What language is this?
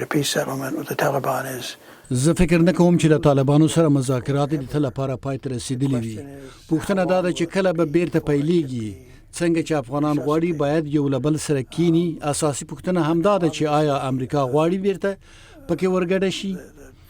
Pashto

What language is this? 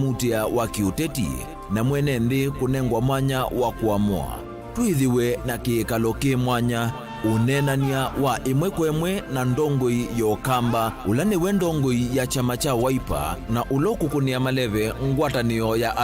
Kamba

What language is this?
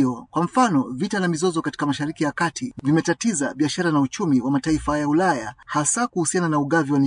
Swahili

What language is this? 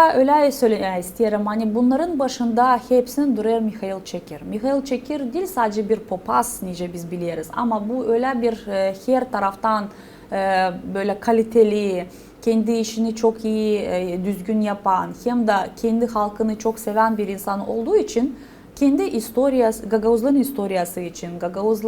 Gagauz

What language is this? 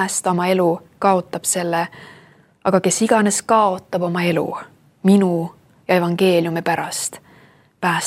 Estonian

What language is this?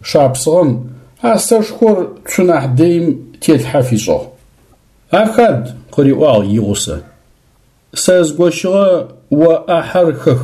Adyghe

